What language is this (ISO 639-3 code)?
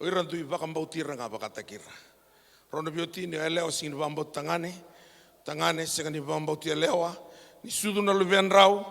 fij